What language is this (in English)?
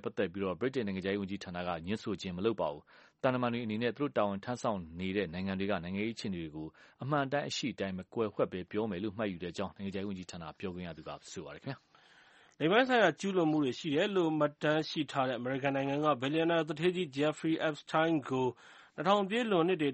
Burmese